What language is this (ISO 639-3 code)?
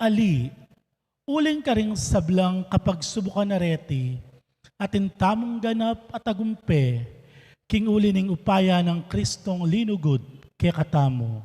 pam